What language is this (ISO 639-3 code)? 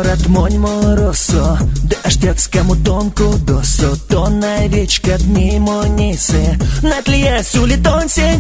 myv